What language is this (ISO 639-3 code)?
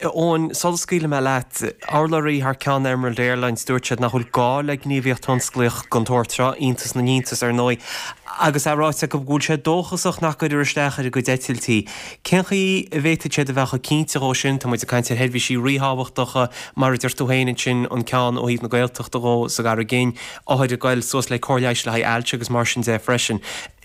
gle